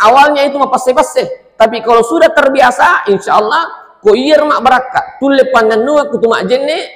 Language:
Buginese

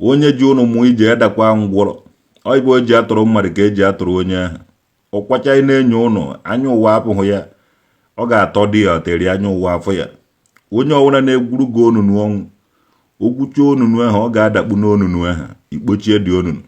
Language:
Igbo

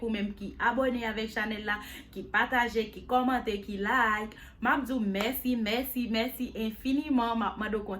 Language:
Haitian Creole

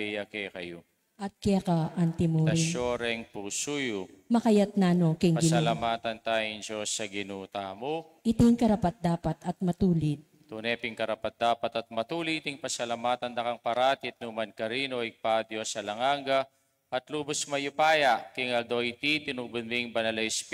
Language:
Pampanga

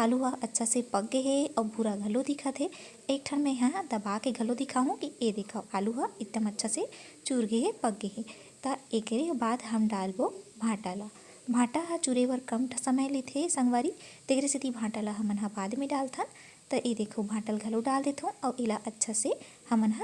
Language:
Chhattisgarhi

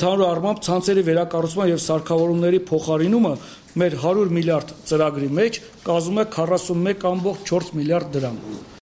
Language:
Armenian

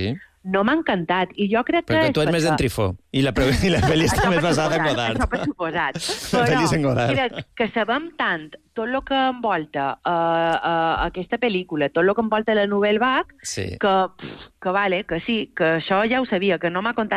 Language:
Catalan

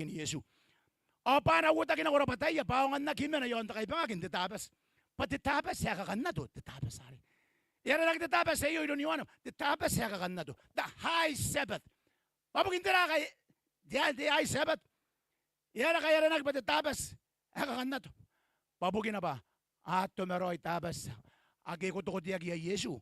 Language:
Gilbertese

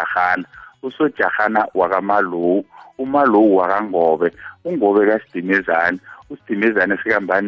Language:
South Ndebele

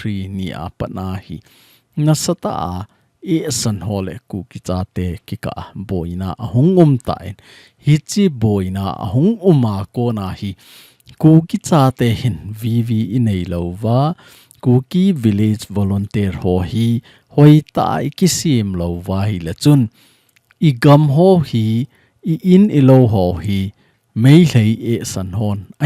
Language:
Thado Chin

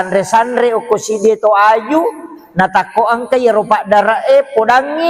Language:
Buginese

